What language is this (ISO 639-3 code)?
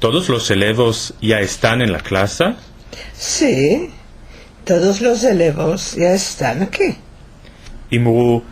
lad